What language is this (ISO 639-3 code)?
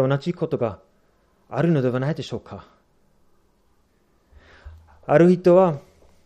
jpn